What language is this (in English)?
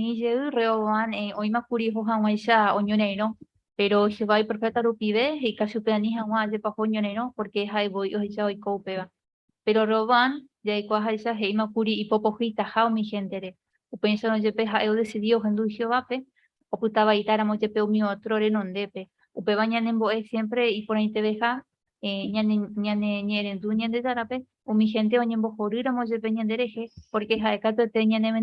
Guarani